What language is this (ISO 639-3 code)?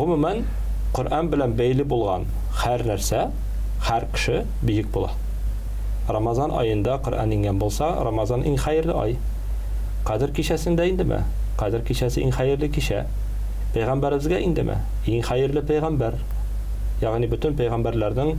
tat